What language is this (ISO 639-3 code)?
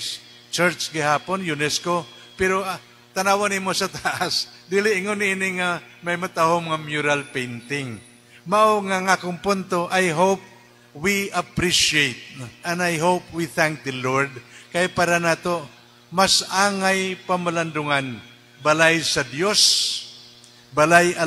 ceb